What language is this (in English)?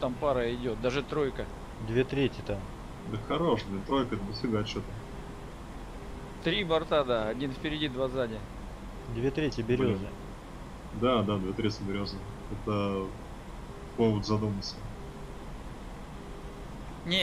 Russian